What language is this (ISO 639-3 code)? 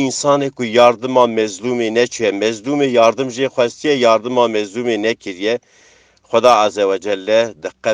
kur